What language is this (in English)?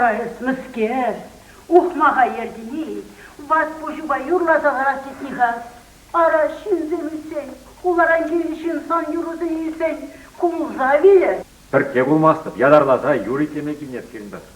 Chuvash